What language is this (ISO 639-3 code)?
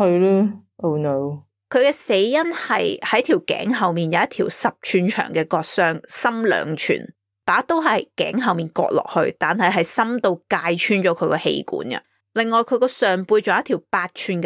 yue